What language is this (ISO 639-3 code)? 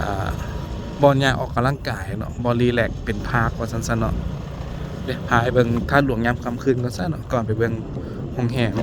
lao